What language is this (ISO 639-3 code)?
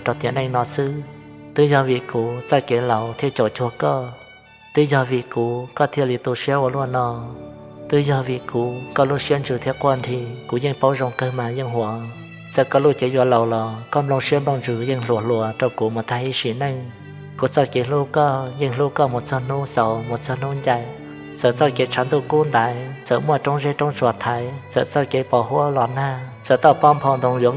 hmn